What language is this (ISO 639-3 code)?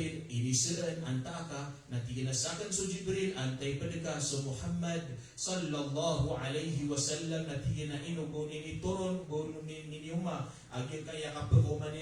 mrw